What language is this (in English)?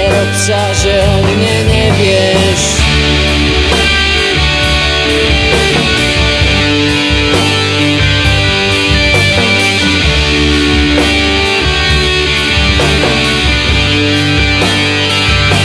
Slovak